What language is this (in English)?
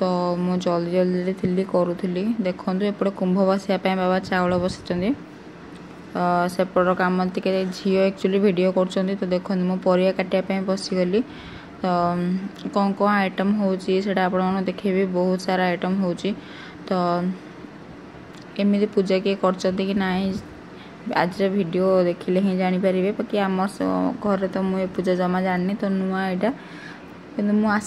Odia